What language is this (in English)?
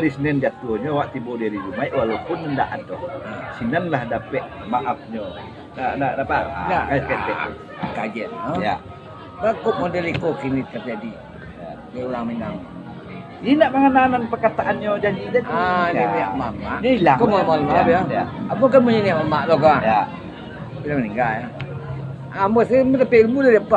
Minangkabau